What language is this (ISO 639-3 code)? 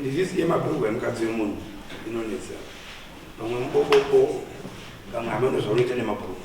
sna